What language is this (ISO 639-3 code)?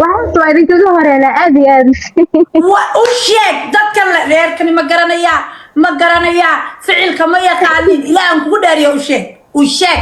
som